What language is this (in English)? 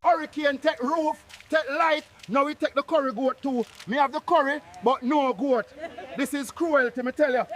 Jamaican Creole English